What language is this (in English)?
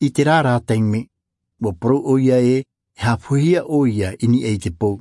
Tahitian